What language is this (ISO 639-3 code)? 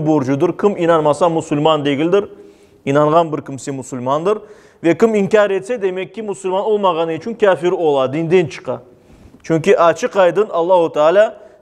crh